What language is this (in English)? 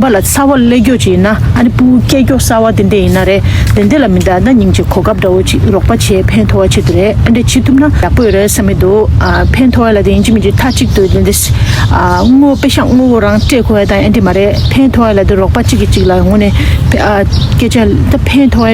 Tibetan